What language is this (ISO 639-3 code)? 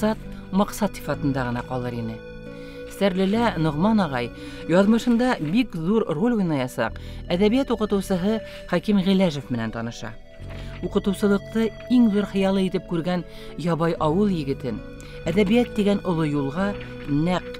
bak